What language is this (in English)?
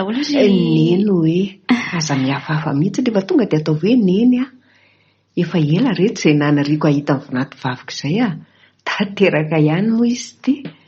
Malagasy